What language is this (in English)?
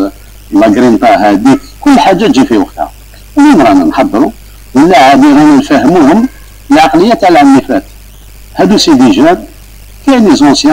Algerian Arabic